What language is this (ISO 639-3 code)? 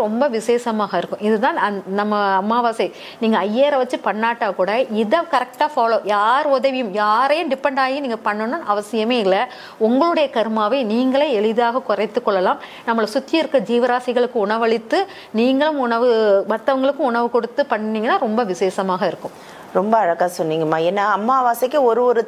tam